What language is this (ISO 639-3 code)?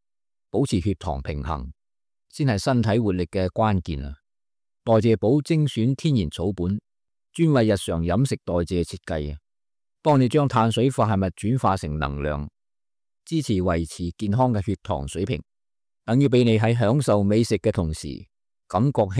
yue